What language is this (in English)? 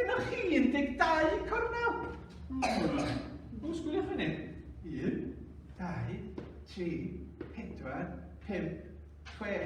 Welsh